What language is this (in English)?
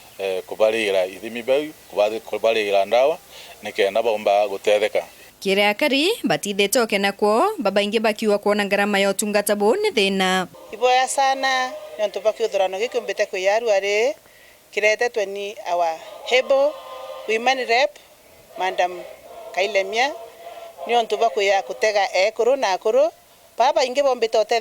Meru